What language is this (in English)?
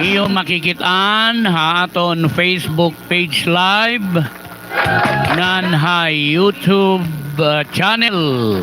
Waray